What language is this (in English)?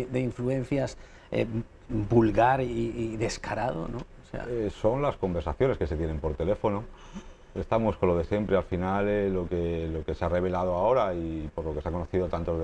Spanish